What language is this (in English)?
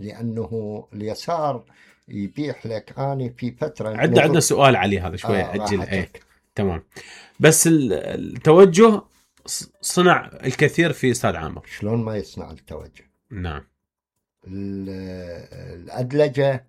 Mesopotamian Arabic